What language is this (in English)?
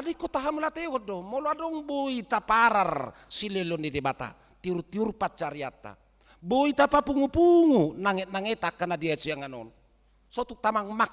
Batak Toba